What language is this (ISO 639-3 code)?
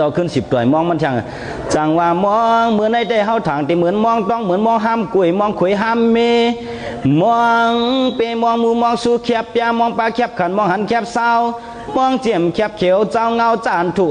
shn